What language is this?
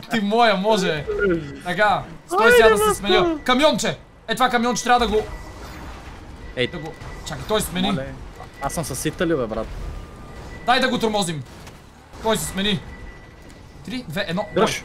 Bulgarian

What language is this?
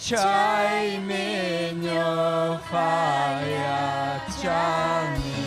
Ayacucho Quechua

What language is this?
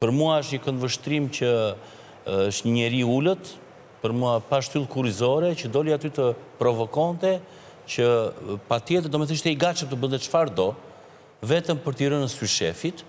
Albanian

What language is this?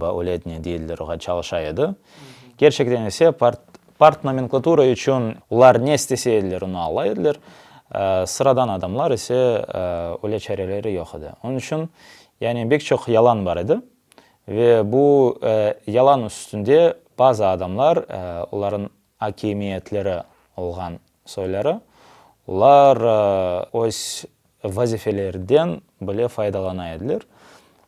Crimean Tatar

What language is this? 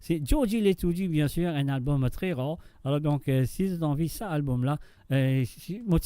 Morisyen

